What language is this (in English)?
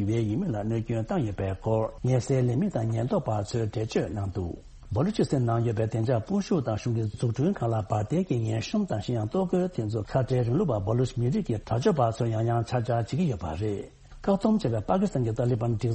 Tibetan